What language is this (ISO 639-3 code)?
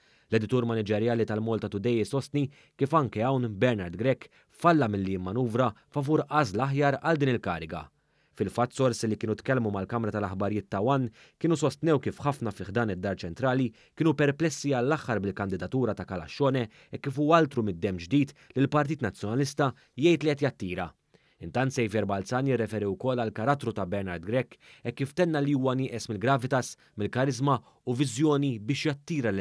mlt